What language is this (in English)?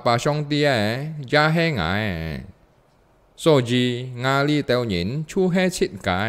Hakka Chinese